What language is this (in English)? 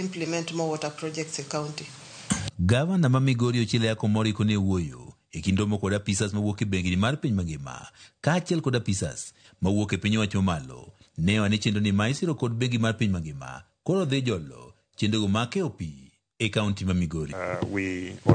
Luo (Kenya and Tanzania)